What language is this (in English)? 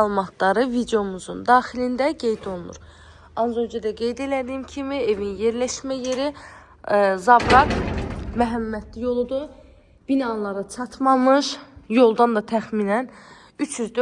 Azerbaijani